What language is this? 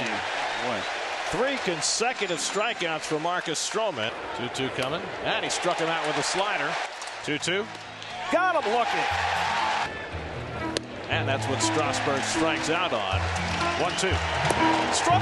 English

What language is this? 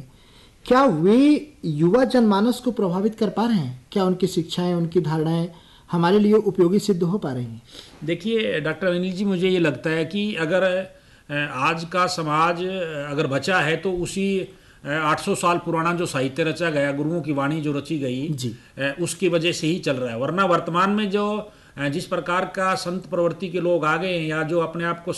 Hindi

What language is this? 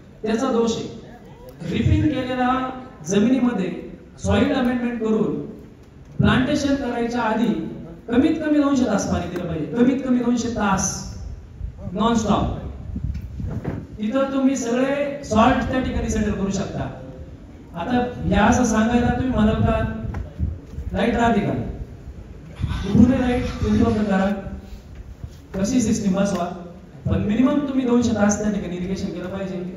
Marathi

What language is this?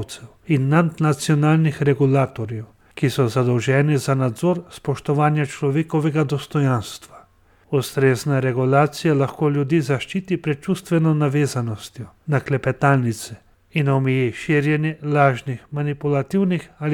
Slovenian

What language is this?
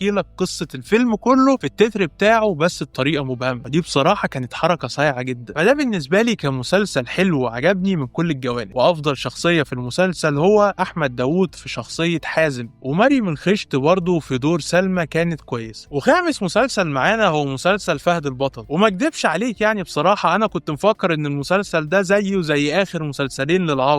Egyptian Arabic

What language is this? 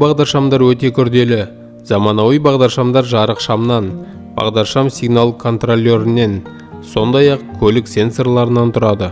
Kazakh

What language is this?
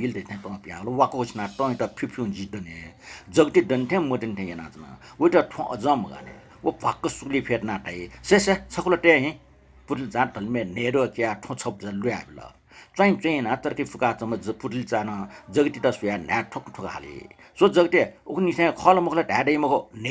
Newari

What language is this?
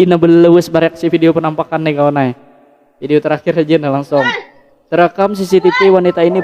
Banjar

